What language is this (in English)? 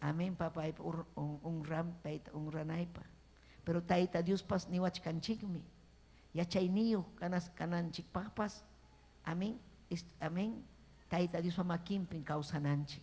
Ayacucho Quechua